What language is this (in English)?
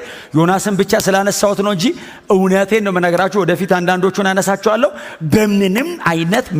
Amharic